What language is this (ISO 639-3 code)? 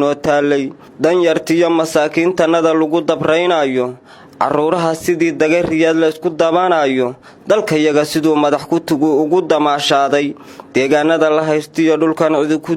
som